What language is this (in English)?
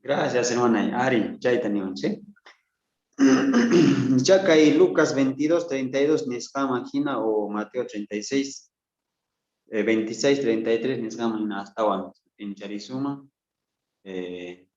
South Bolivian Quechua